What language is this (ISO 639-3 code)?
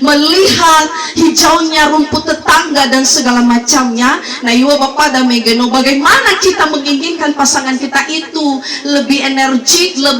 nia